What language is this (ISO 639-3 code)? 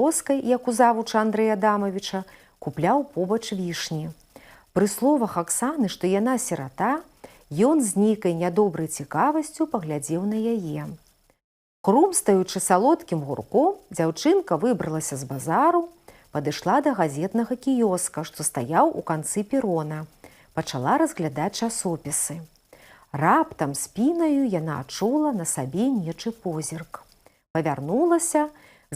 bel